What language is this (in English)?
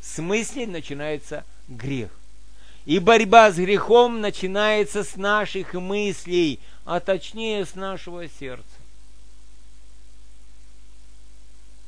Russian